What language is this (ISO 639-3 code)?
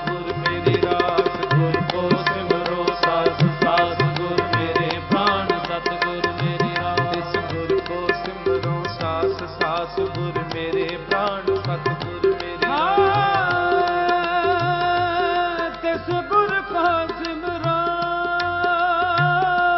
pan